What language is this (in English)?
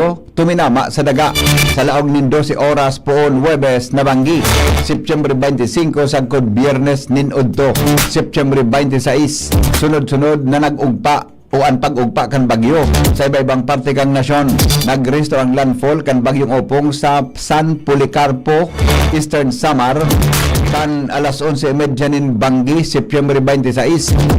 Bikol